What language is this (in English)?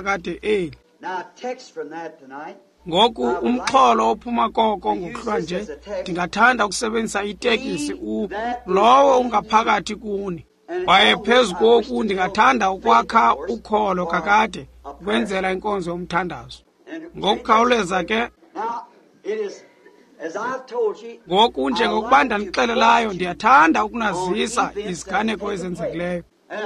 Xhosa